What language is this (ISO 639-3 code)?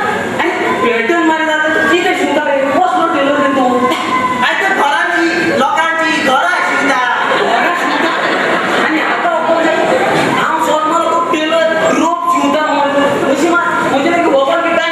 kok